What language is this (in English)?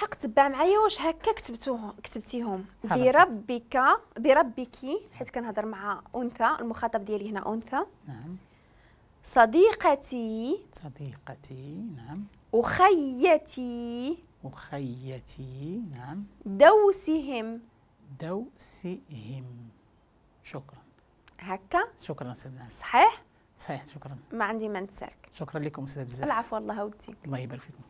Moroccan Arabic